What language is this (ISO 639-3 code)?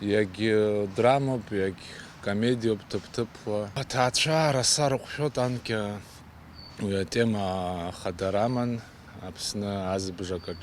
abk